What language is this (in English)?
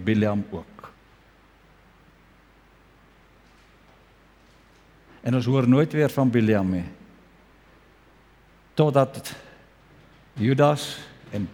Afrikaans